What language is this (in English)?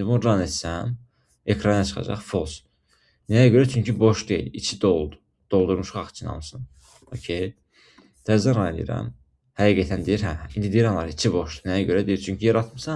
Azerbaijani